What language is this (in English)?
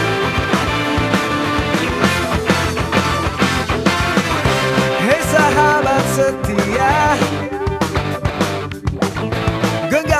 Indonesian